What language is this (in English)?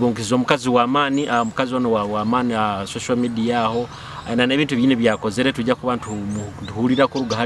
Nyoro